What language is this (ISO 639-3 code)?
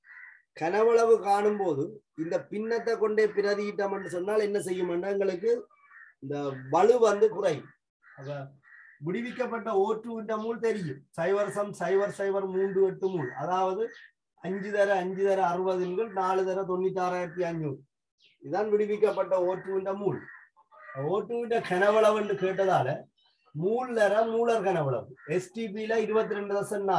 tam